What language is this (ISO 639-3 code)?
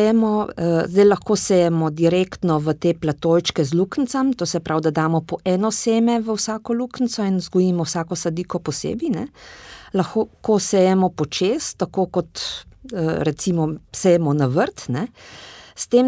slv